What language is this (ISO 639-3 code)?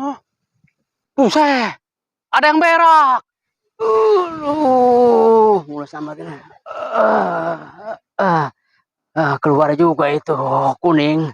bew